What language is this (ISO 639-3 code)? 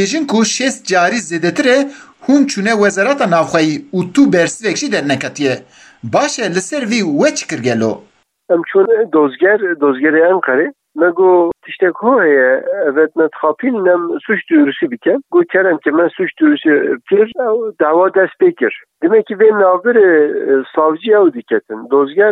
kur